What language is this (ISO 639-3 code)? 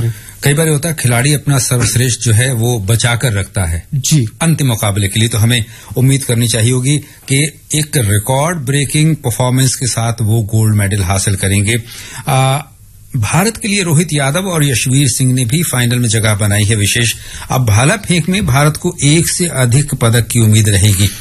hin